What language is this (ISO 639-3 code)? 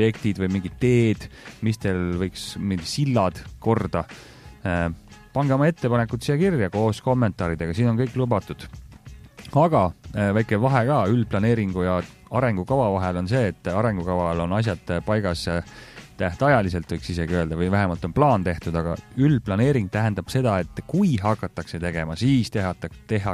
est